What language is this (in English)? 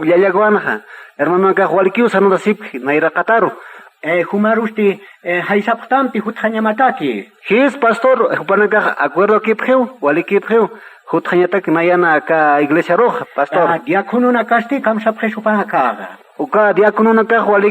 Aymara